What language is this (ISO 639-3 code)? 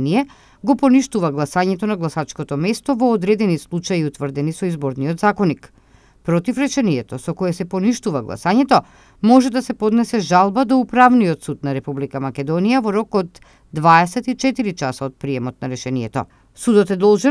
mkd